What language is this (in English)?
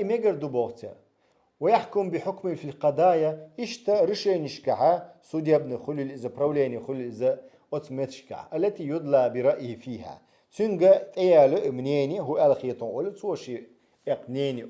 Chechen